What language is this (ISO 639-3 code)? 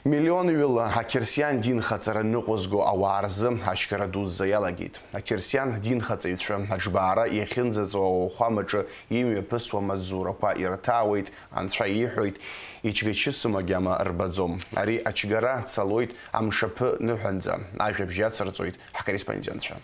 abk